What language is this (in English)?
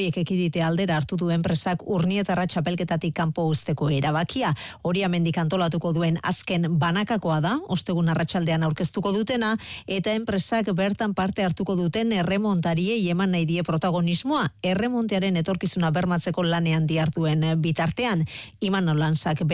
Basque